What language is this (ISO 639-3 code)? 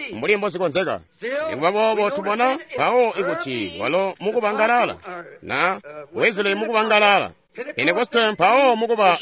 toi